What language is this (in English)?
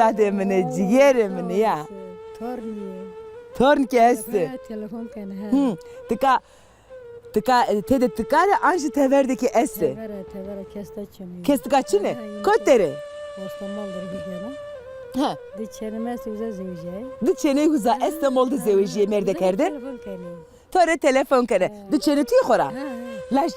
Zaza